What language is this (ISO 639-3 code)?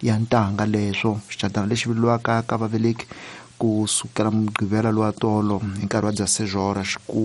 tso